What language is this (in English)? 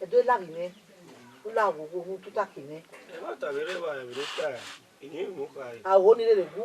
Bini